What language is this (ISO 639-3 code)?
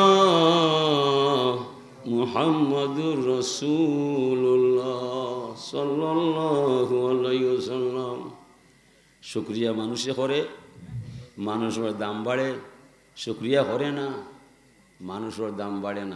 syl